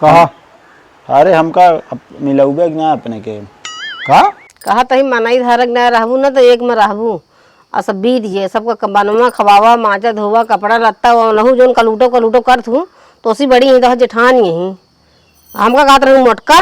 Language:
Awadhi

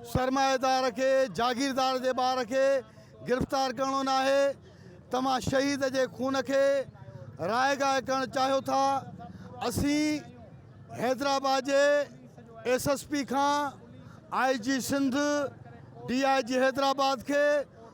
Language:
Sindhi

